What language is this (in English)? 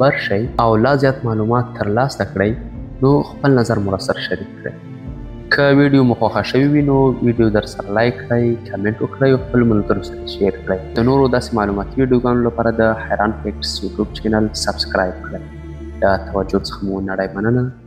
Pashto